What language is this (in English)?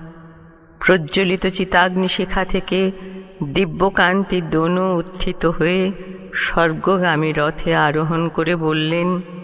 Bangla